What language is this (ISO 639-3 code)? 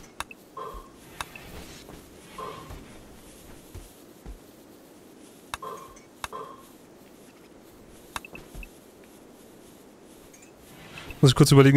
deu